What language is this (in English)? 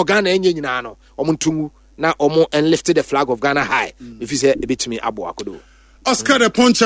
Akan